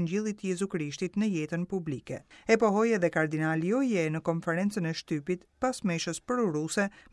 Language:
Albanian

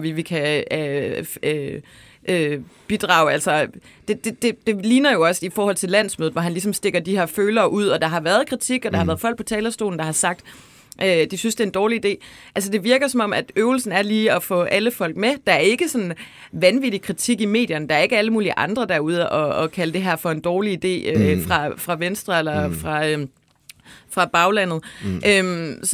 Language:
Danish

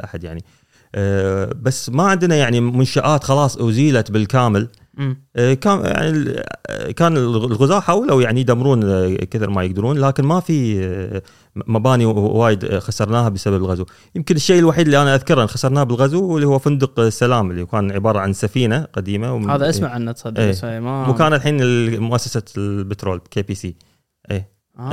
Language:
Gulf Arabic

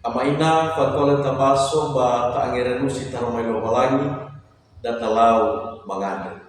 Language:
Nias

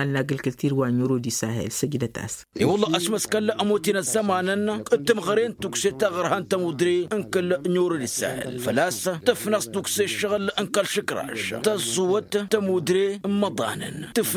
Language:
Tamasheq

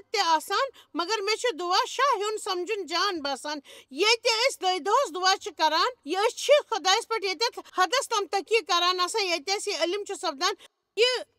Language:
Kashmiri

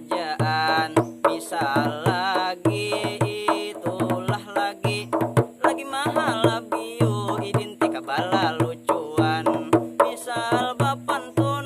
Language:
Banjar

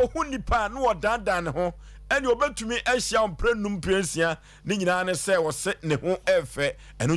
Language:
Akan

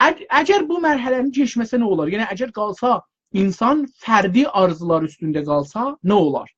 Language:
South Azerbaijani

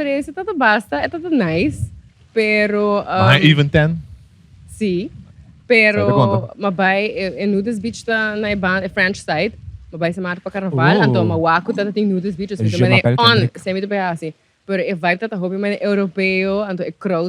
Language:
Papiamento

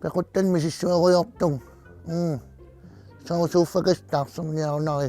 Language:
Kalaallisut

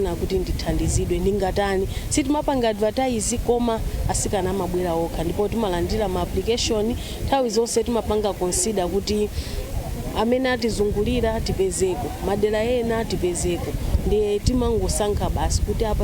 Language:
Nyanja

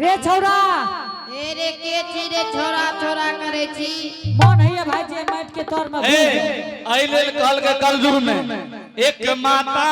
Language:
Angika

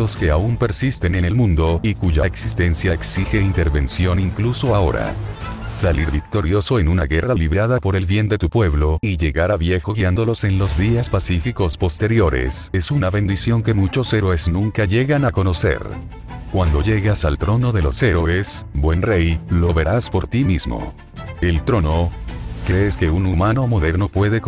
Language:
Spanish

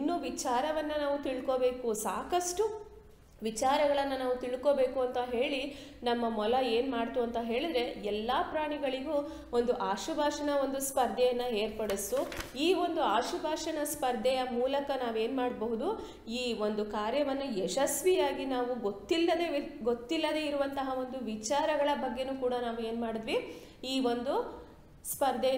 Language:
Kannada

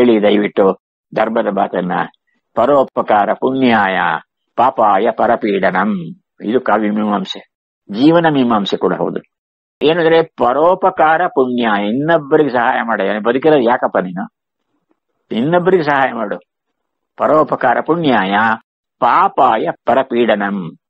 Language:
Kannada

